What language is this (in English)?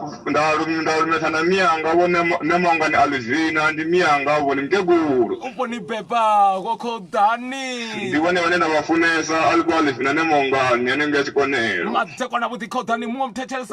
Venda